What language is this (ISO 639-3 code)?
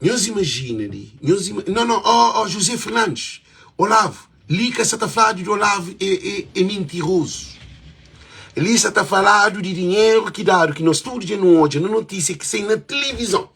kea